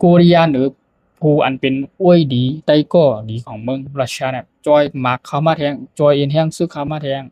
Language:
Shan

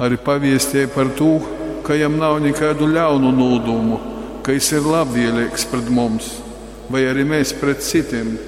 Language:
Latgalian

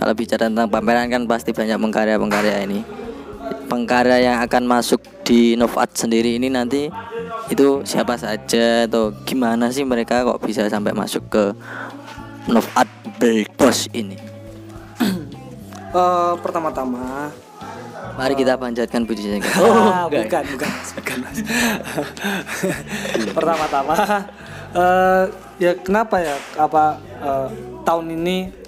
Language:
Indonesian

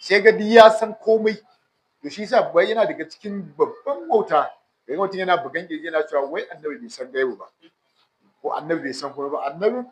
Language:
Hausa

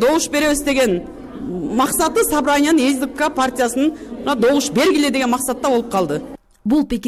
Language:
Kyrgyz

